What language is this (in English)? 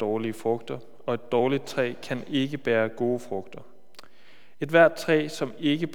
Danish